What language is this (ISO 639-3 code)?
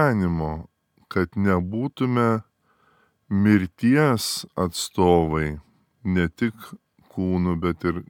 lit